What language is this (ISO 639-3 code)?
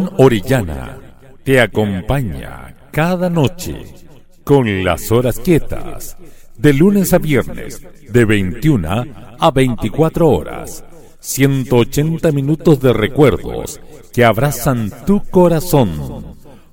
spa